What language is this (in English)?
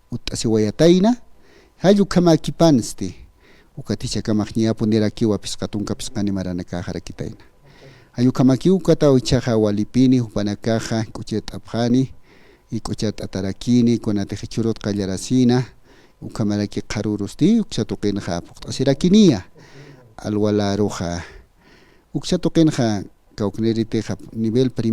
Aymara